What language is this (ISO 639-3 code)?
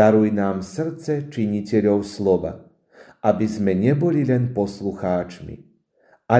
slk